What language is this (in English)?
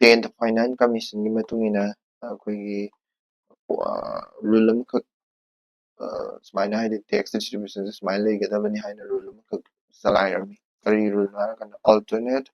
Manipuri